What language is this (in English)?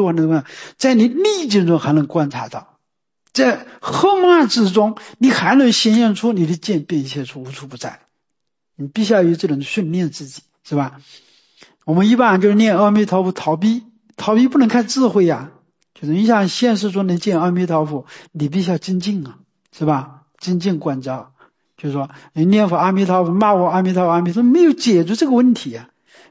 Chinese